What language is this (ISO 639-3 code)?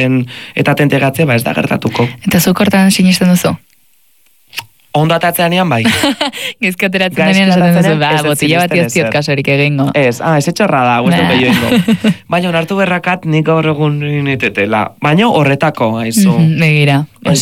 eus